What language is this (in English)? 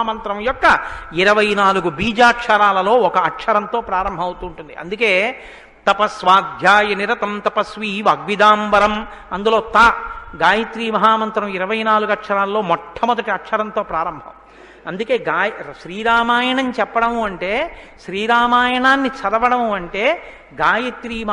Telugu